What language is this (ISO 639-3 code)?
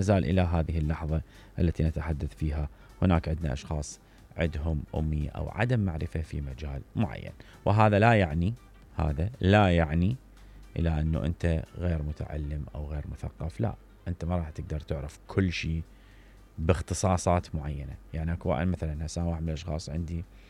acm